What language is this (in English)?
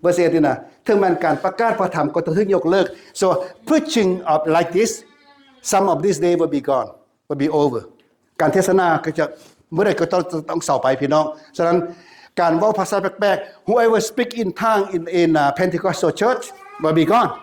Lao